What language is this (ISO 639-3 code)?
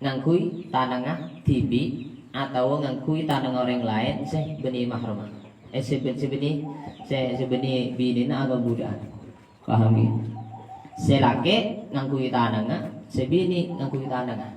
mad